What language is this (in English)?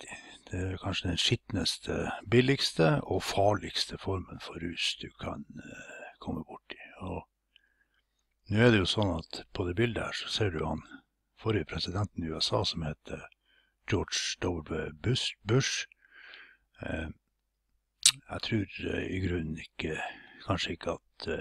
Norwegian